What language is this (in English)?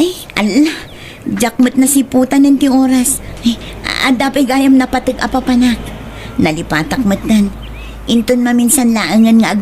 Iloko